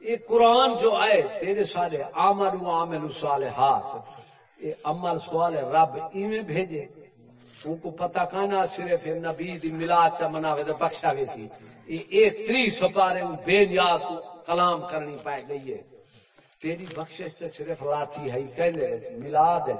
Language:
Saraiki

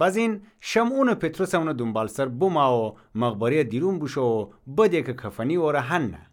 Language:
Gilaki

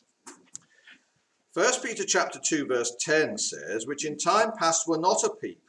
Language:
English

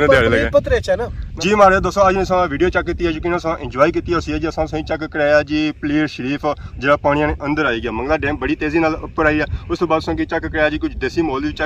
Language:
Pahari-Potwari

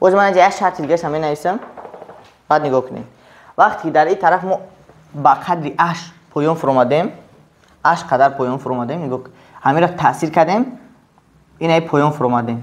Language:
Tajik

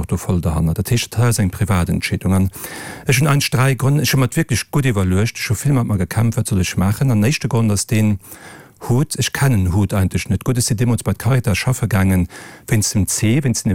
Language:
Luxembourgish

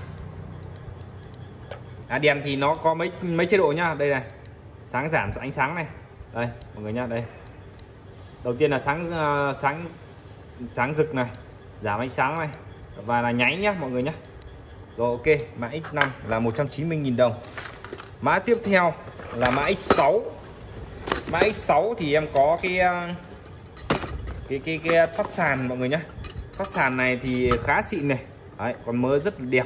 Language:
Vietnamese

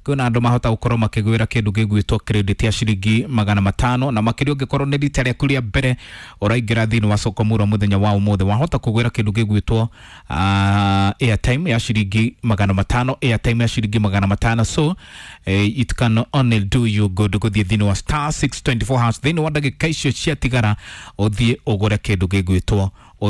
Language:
Kikuyu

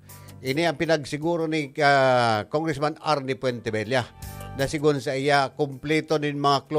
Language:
Bikol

